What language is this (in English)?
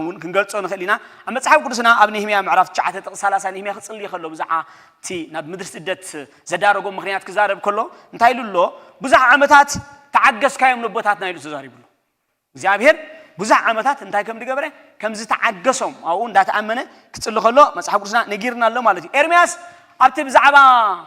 Tigrinya